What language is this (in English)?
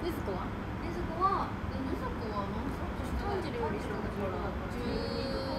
Japanese